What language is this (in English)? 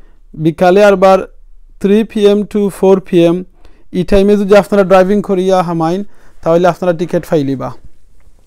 Sylheti